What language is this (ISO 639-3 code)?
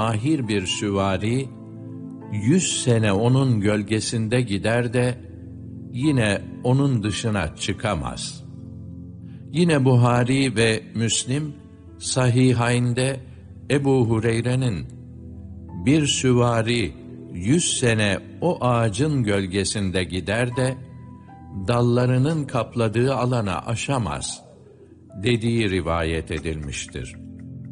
tur